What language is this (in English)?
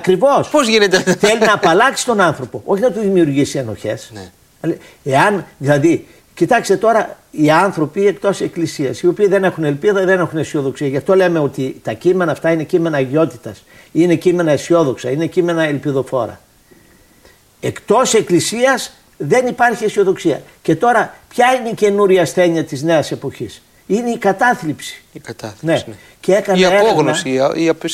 Greek